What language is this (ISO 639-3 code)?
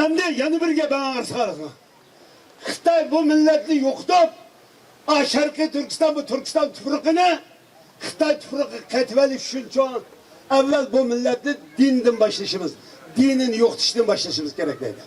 uig